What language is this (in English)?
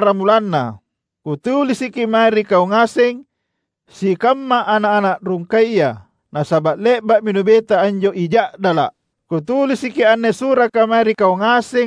Makasar